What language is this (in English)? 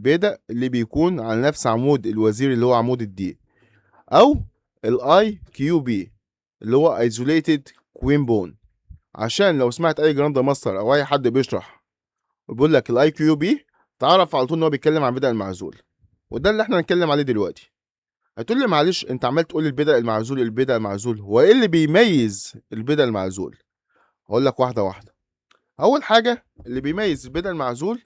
Egyptian Arabic